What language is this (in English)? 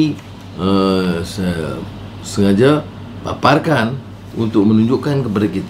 Malay